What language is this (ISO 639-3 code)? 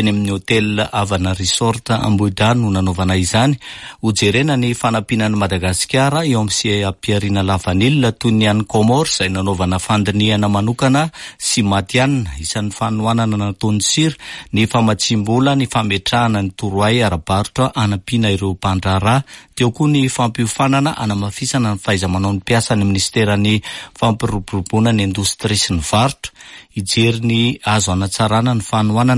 mlg